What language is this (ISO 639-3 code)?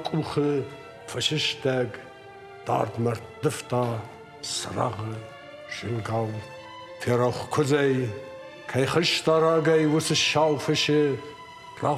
oss